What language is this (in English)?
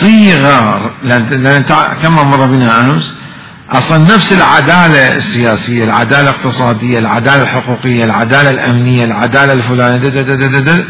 Mesopotamian Arabic